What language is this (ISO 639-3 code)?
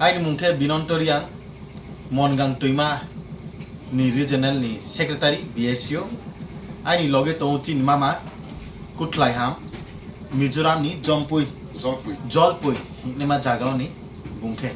ria